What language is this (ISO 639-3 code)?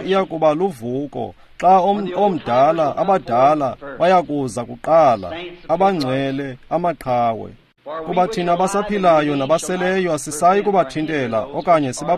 xho